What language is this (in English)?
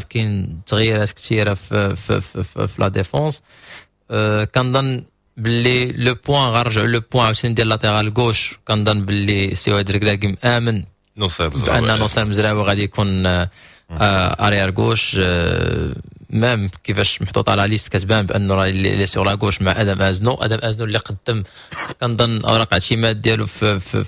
Moroccan Arabic